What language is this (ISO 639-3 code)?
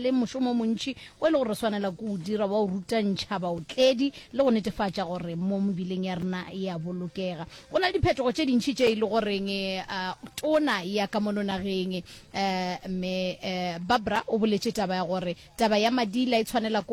nso